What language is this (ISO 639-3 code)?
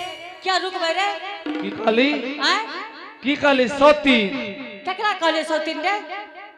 anp